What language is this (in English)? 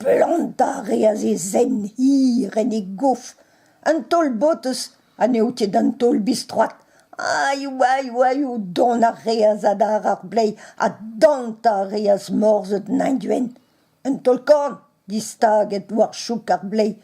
Breton